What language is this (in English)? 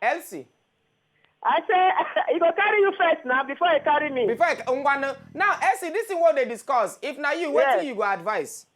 Nigerian Pidgin